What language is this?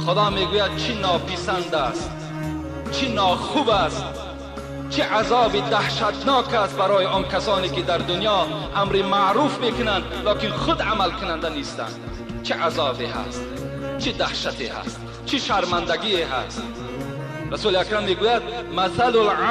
Tajik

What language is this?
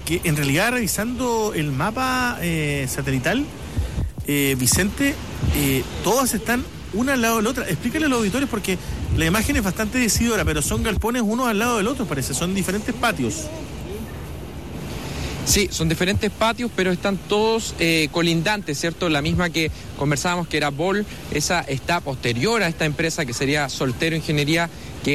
Spanish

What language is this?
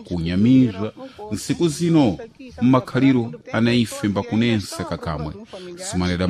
Sena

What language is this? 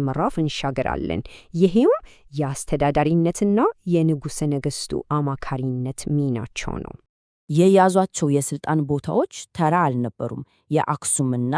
Amharic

